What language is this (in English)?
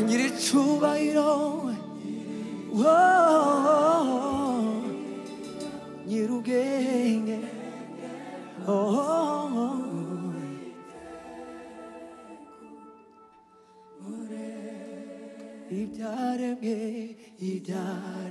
Kinyarwanda